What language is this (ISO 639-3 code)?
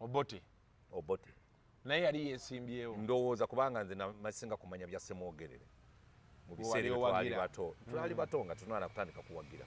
lug